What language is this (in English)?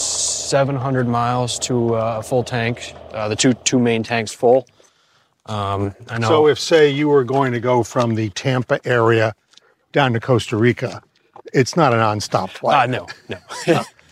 English